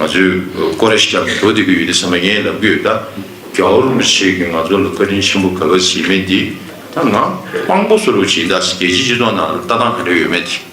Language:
Tibetan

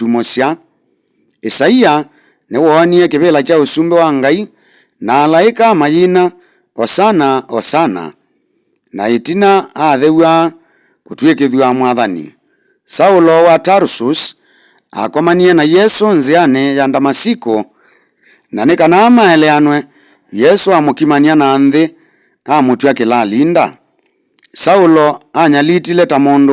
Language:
Kamba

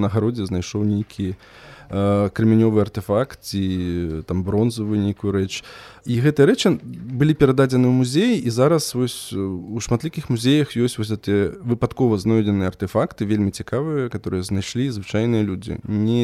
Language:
Belarusian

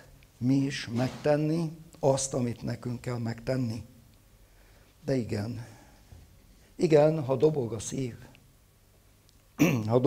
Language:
Hungarian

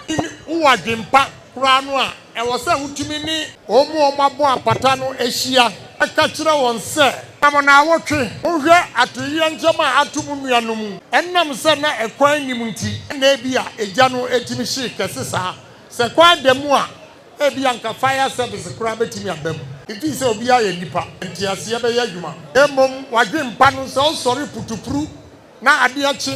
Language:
Akan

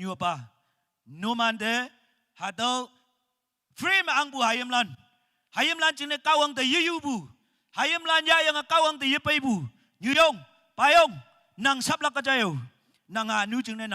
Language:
Naga Pidgin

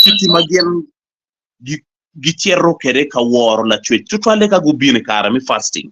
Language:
Acoli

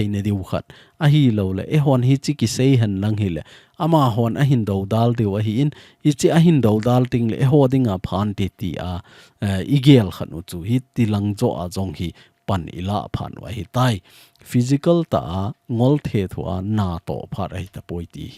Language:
Thado Chin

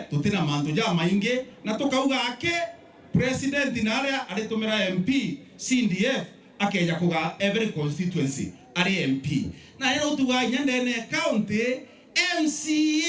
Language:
Meru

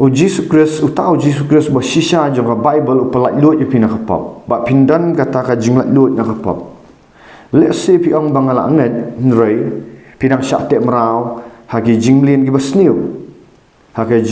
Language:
Khasi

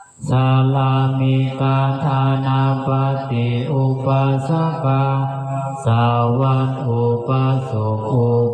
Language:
Pali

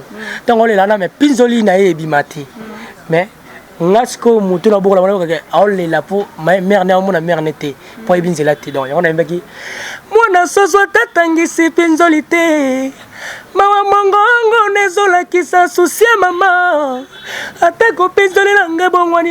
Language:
Lingala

